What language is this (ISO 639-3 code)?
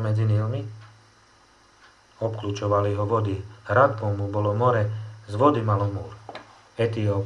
slk